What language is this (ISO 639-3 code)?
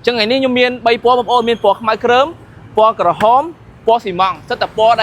khm